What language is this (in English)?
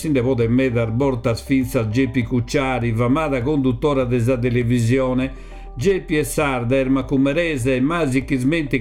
Sardinian